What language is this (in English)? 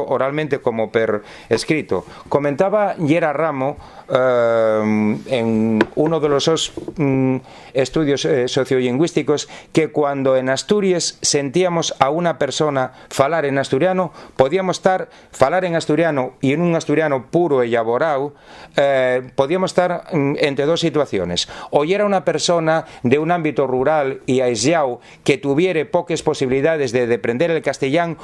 Asturian